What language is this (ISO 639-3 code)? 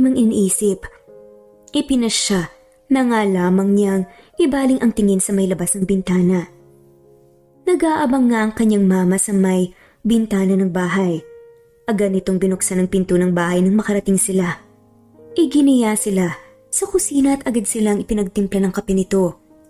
fil